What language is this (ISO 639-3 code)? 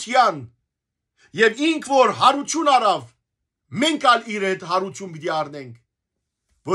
hyw